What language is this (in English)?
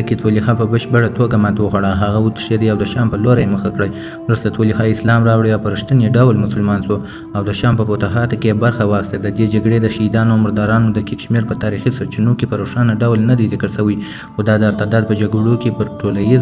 Pashto